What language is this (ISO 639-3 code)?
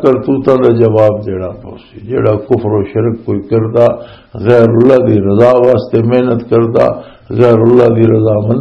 lah